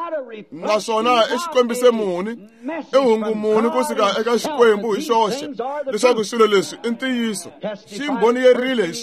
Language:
Tsonga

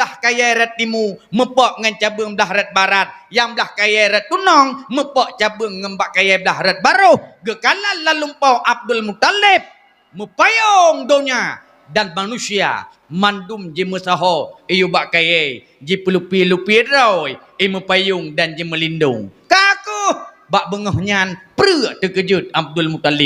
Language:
Achinese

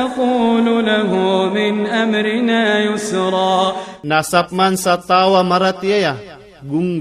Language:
Iranun (Philippines)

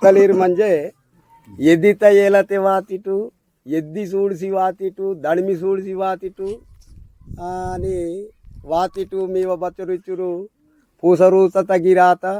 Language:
Aheri Gondi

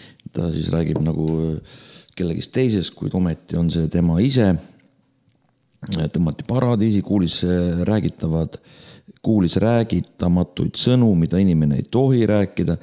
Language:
Estonian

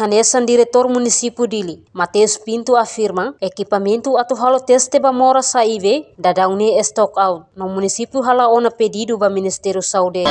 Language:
Tetum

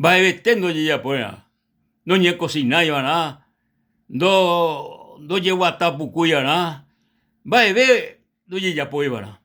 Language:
Guarani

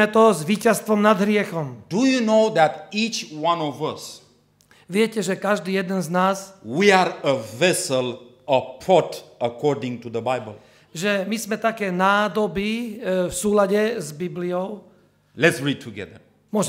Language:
Slovak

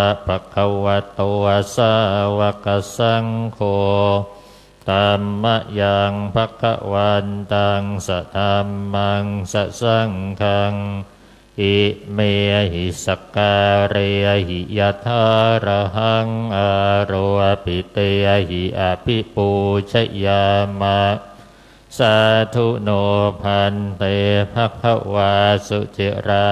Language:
Pali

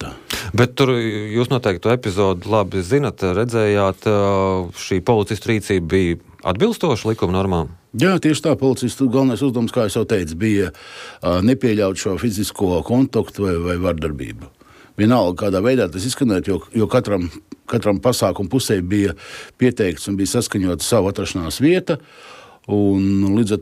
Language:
Latvian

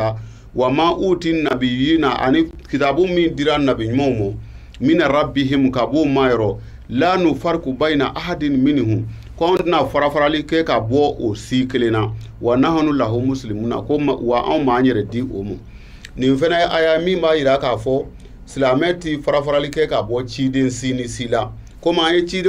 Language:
Bambara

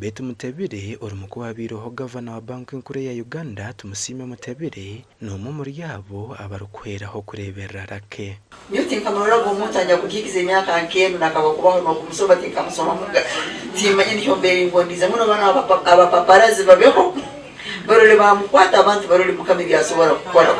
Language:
Nyankole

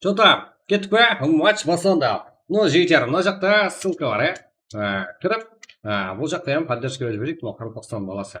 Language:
Kara-Kalpak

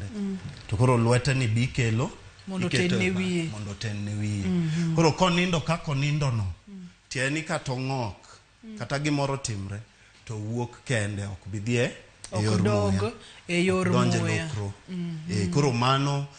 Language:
Luo (Kenya and Tanzania)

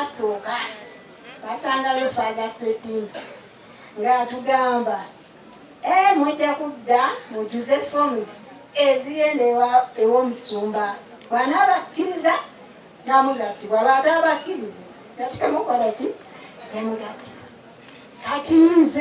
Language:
Ganda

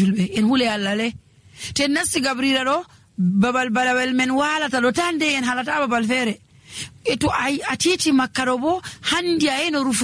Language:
Nigerian Fulfulde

